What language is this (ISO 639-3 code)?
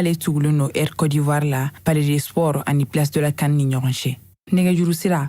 bam